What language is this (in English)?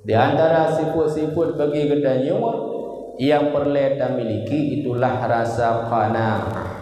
Achinese